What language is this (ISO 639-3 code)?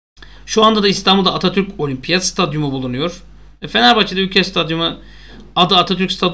tur